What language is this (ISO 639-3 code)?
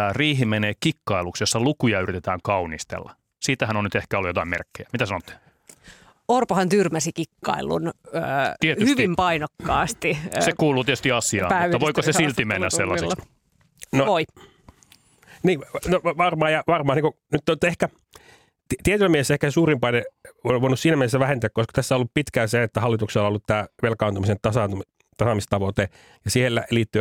fin